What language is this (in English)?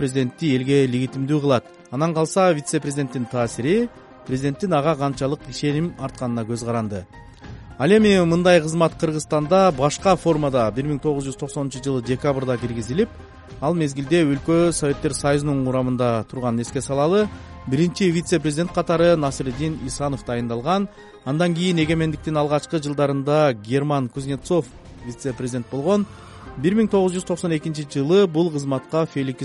Kyrgyz